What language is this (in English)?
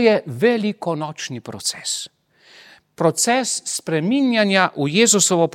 Slovenian